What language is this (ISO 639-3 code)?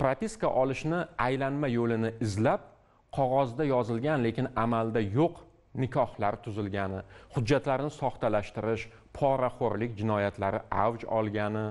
uzb